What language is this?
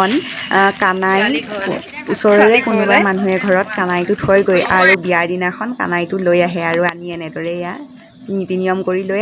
Assamese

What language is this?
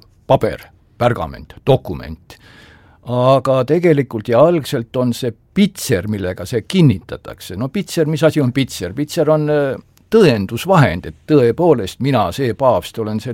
Estonian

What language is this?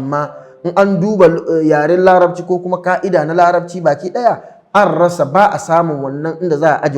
Hausa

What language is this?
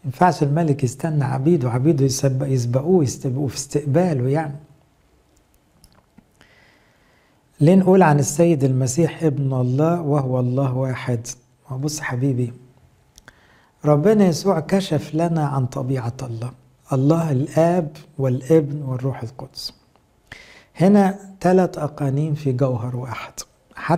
Egyptian Arabic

